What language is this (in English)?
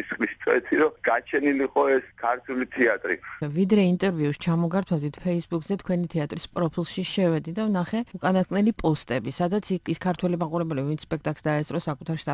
Georgian